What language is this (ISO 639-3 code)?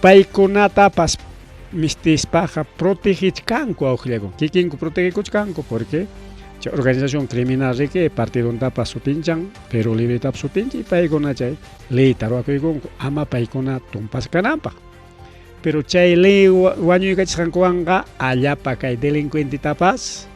quy